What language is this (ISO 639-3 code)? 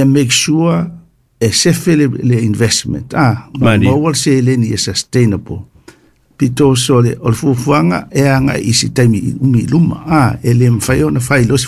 smo